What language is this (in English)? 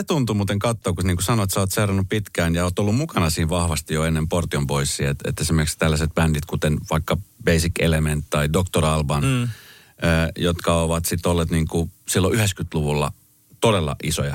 Finnish